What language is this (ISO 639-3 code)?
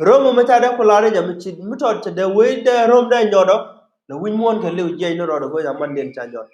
nus